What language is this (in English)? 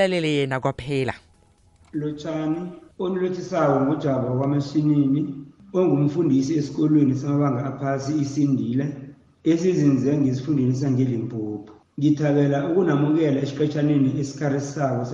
South Ndebele